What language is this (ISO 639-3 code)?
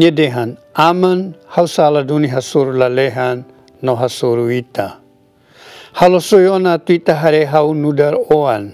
tet